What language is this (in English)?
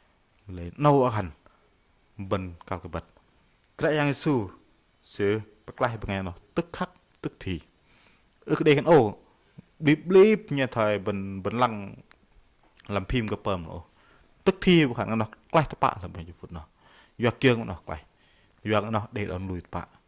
Bahnar